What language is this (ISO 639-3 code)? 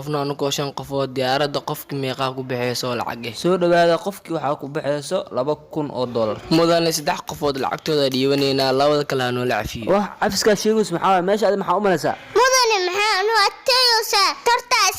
som